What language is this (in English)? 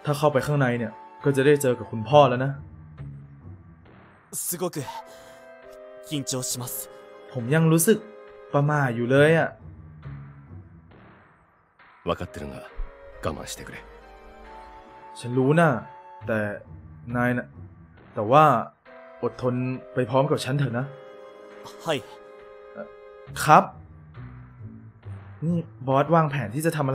Thai